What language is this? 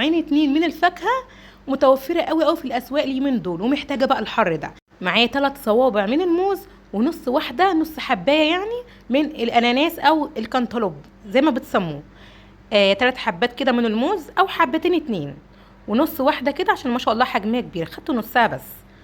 Egyptian Arabic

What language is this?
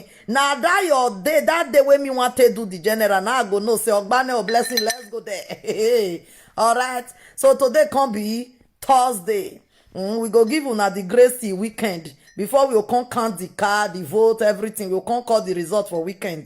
Nigerian Pidgin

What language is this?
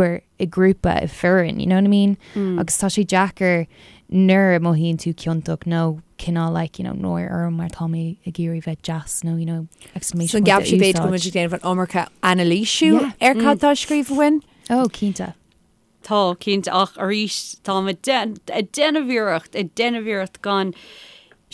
Irish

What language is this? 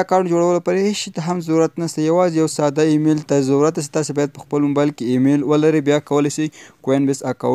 Pashto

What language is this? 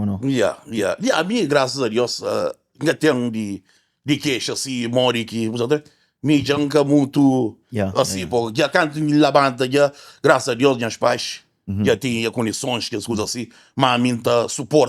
Kabuverdianu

